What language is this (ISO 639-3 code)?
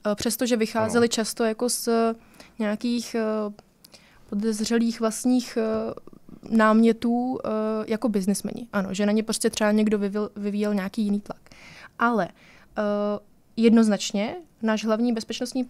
ces